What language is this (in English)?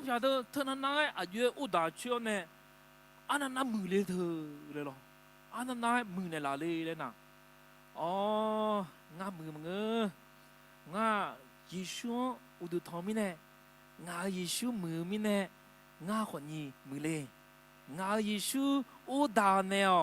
Akha